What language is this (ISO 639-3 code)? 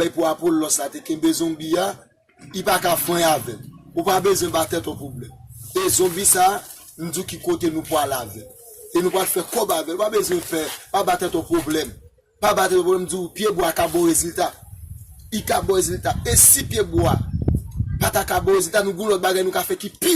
hat